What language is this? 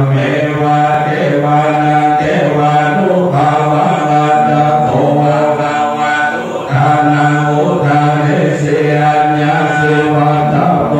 Pali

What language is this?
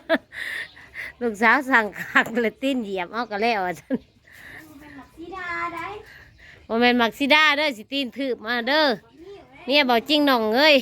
Northeastern Thai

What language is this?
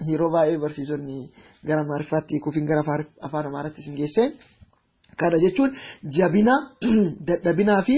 Oromo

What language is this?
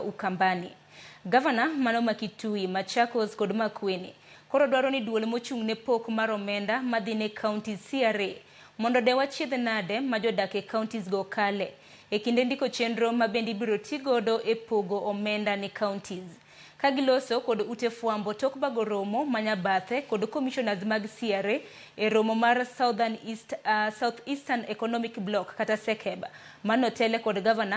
Luo (Kenya and Tanzania)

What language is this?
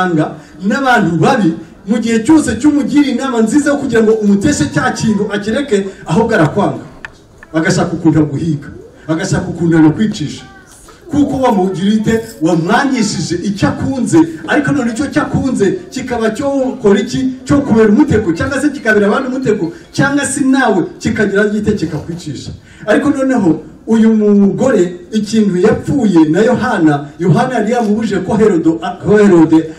Kinyarwanda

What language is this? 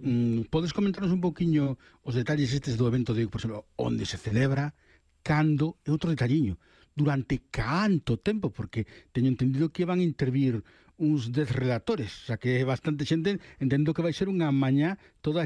Galician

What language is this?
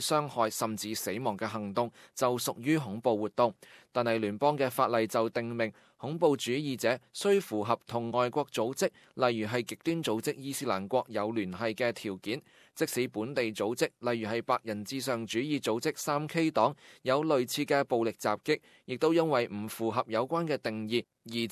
Cantonese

